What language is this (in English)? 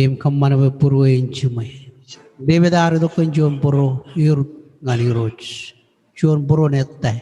Marshallese